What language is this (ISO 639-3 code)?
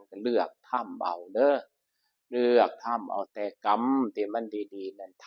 tts